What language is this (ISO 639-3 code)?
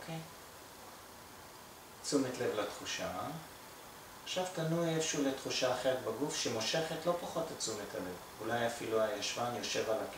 heb